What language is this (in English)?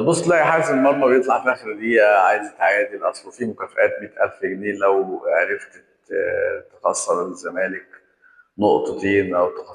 Egyptian Arabic